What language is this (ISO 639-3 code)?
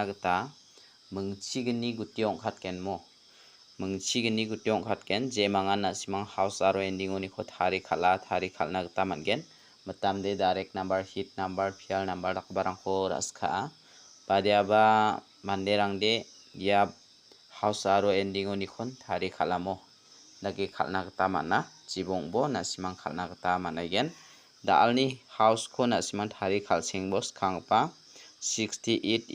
grt